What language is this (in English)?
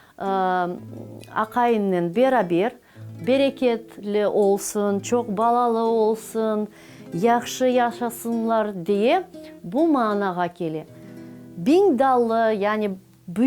Crimean Tatar